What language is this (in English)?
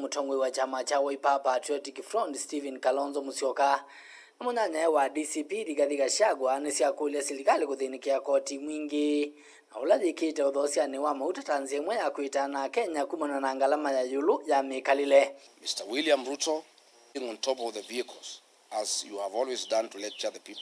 Kamba